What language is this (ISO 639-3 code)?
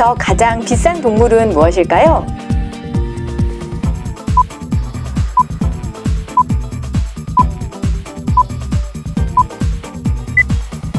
kor